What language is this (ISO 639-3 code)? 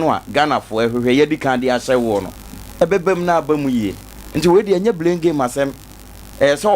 aka